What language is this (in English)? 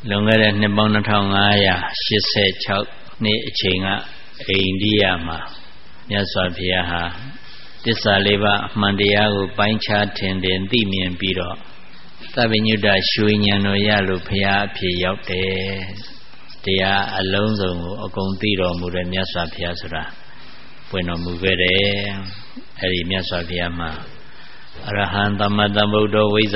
Burmese